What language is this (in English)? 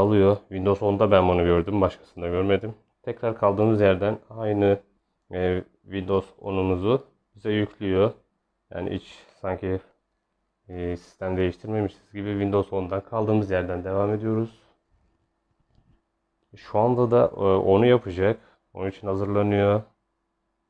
Turkish